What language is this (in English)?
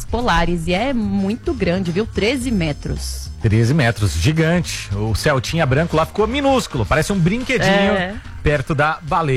Portuguese